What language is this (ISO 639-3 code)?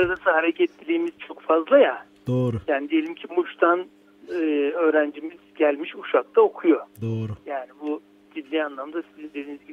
tur